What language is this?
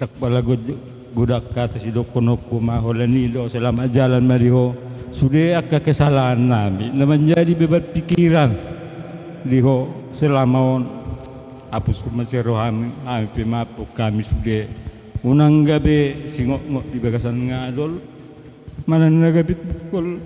Batak Toba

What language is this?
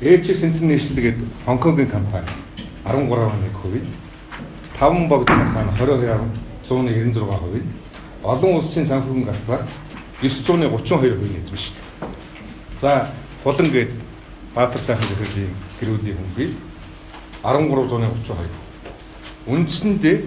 Mongolian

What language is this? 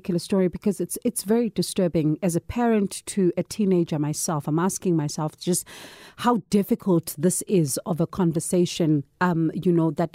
English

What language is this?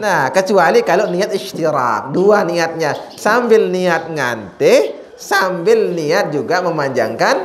Sasak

